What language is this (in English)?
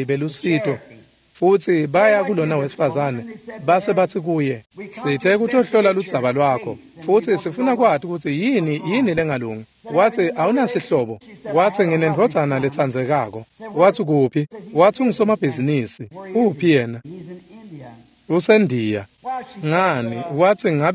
Swati